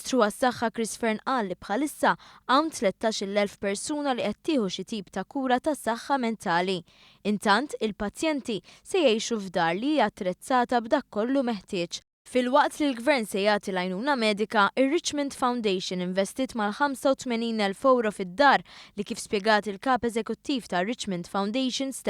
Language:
Maltese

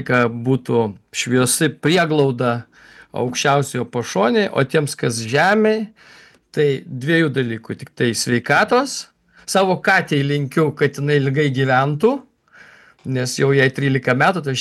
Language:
Lithuanian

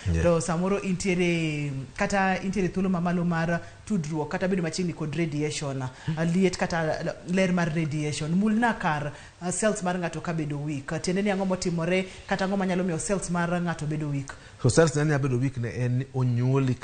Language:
Luo (Kenya and Tanzania)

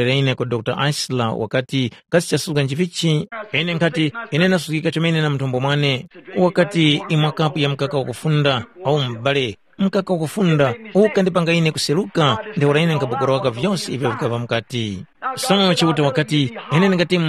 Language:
Tumbuka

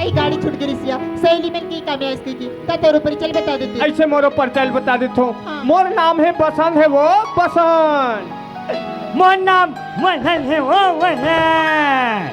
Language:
Chhattisgarhi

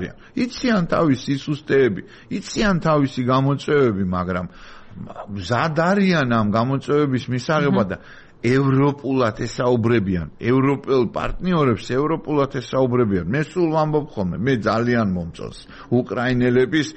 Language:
Georgian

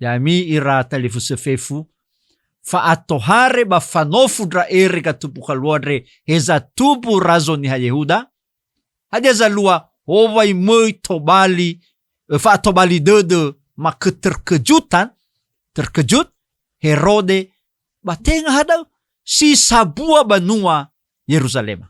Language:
Nias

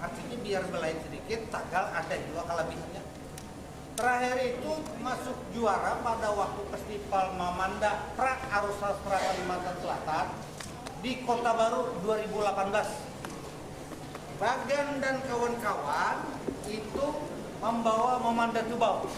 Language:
Banjar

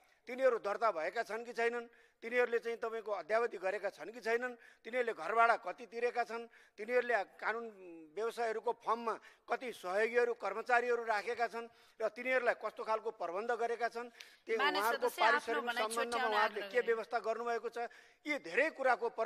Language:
Nepali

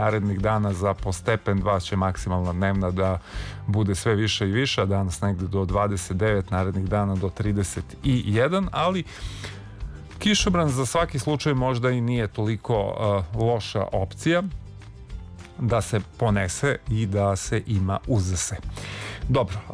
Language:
Serbian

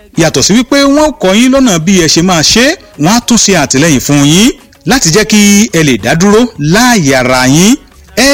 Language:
Yoruba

